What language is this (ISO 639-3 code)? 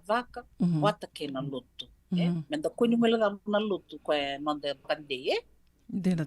fij